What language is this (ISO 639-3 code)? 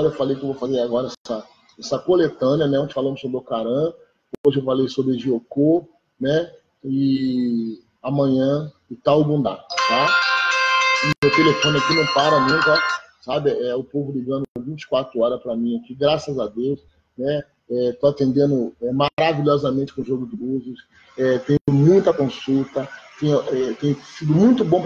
por